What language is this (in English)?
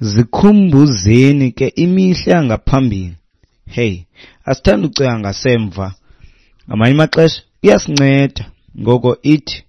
Xhosa